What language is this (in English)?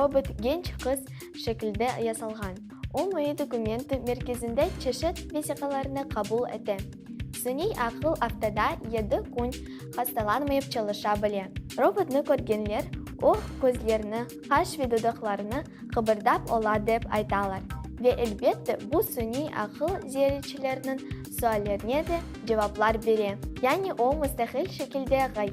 Crimean Tatar